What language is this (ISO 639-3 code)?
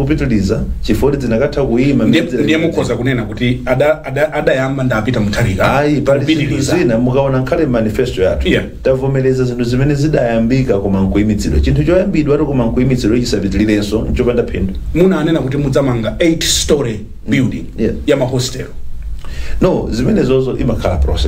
nya